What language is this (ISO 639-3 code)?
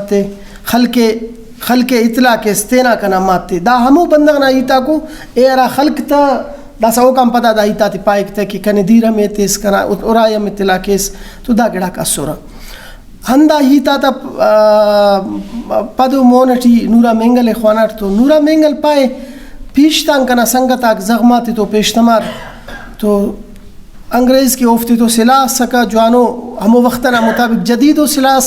brh